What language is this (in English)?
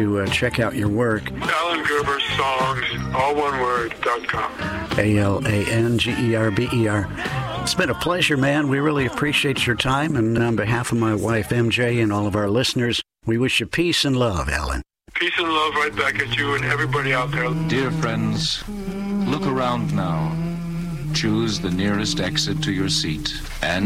English